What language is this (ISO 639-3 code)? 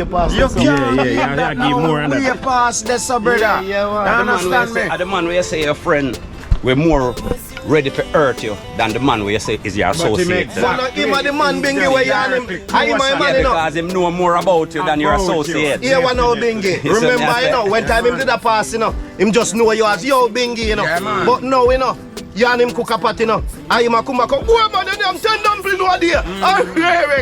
jam